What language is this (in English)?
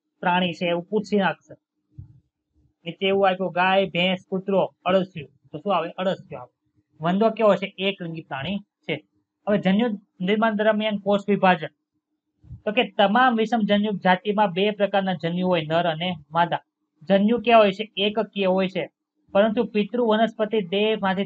Gujarati